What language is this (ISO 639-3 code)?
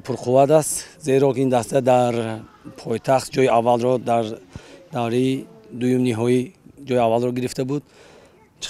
tgk